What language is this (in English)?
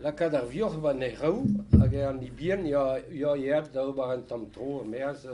Breton